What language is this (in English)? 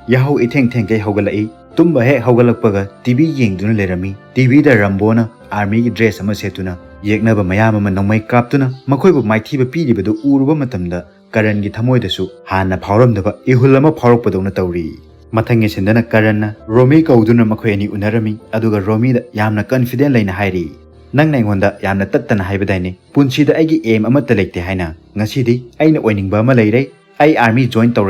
Manipuri